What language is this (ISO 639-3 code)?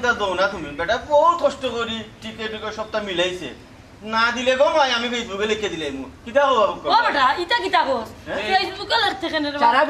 syl